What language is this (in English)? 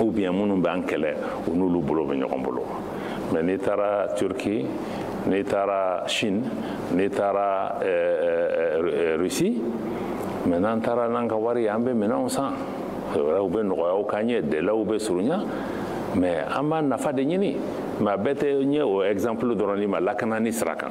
Bambara